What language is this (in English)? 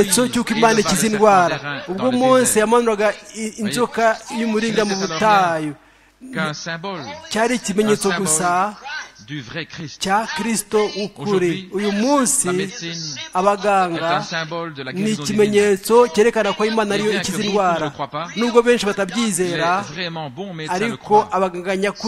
Kinyarwanda